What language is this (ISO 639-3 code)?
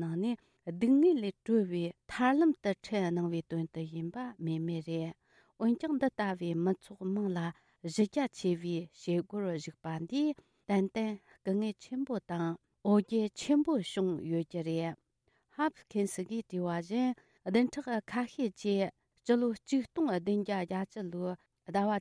bod